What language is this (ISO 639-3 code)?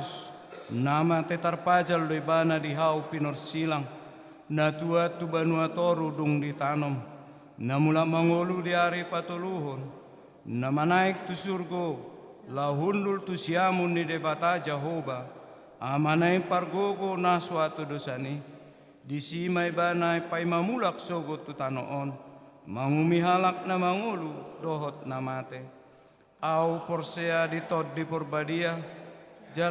bbc